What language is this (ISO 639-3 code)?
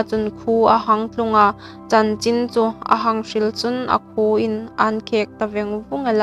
hmr